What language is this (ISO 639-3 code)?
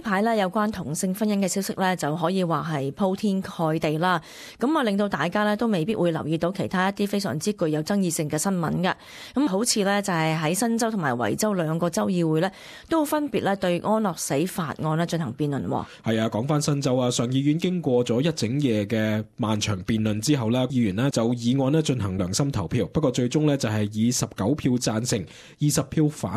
yue